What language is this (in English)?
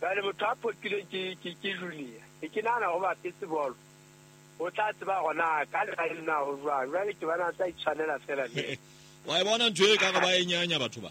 Southern Sotho